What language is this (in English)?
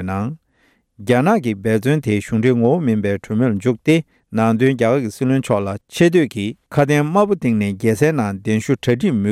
Tibetan